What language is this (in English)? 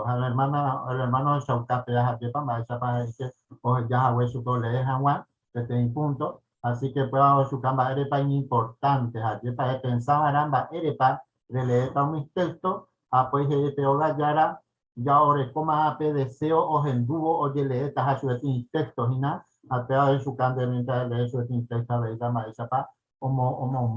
Guarani